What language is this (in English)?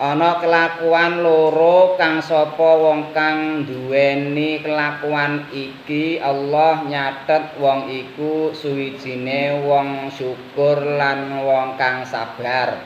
Javanese